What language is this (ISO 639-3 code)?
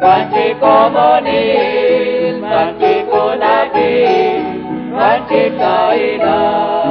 kek